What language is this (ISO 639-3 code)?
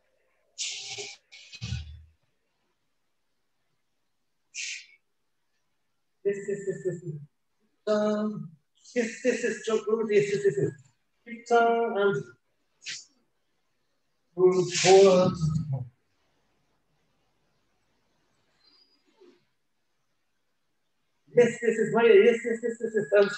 eng